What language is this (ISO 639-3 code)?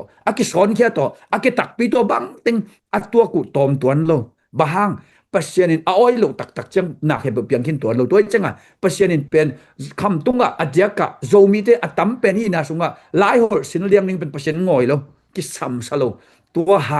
ctd